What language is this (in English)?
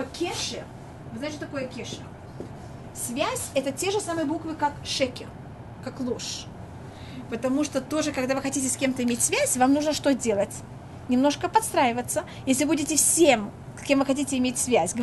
Russian